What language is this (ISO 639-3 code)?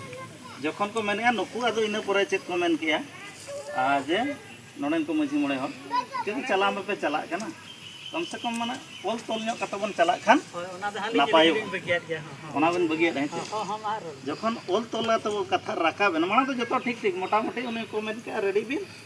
sat